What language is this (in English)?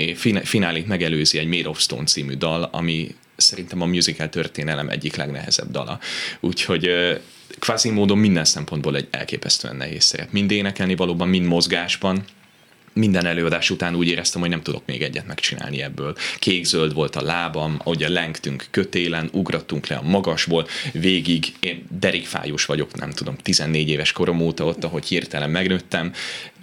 Hungarian